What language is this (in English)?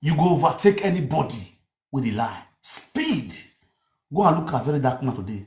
Nigerian Pidgin